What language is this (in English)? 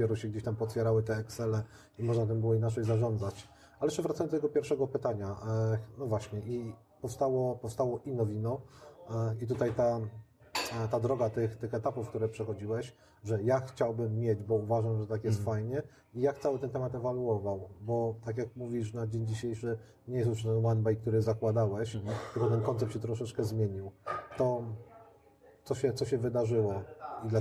Polish